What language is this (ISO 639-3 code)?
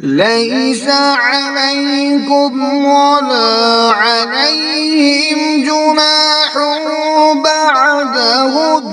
kas